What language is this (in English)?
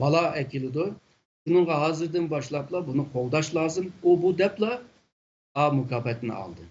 Uyghur